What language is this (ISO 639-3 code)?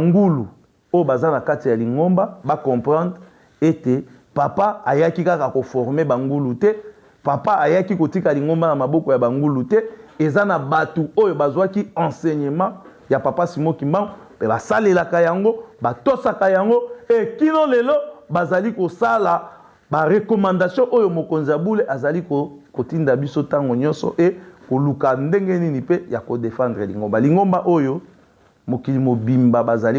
lin